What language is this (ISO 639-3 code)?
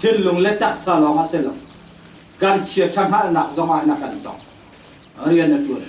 cnh